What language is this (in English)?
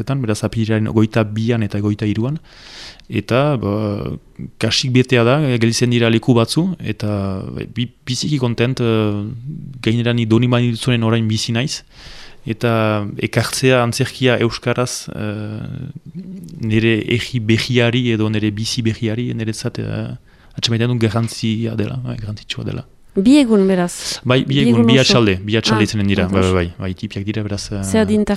Basque